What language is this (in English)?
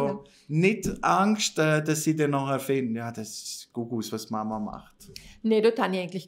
Swiss German